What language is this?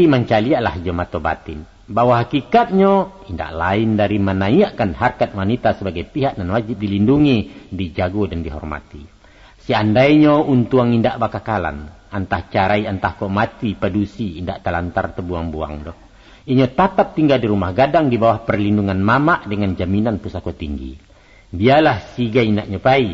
Minangkabau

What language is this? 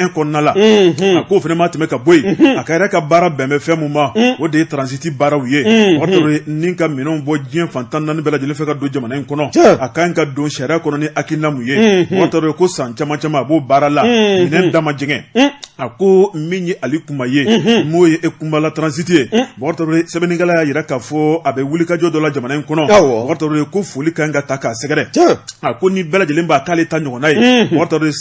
Bambara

